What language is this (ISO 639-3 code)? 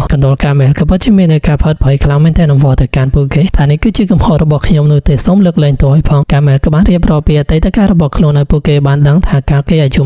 khm